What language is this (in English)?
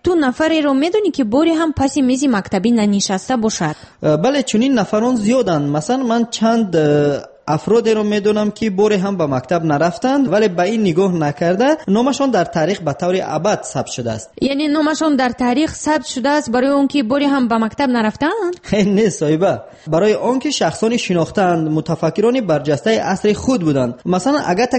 Tajik